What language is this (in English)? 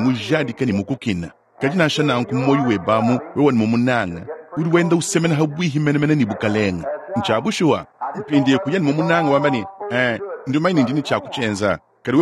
Luba-Lulua